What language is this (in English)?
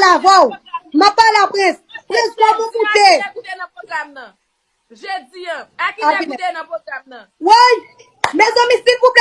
Haitian Creole